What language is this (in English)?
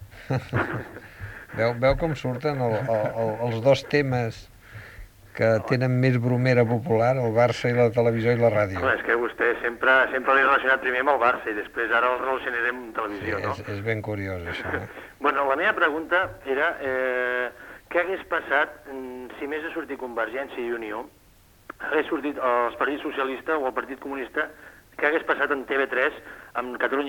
Catalan